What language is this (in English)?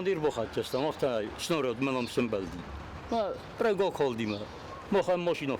Ossetic